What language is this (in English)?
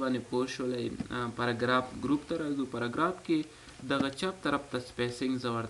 Pashto